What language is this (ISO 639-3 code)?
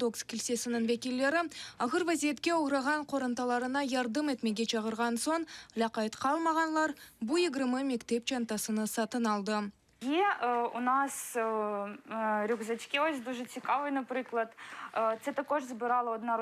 crh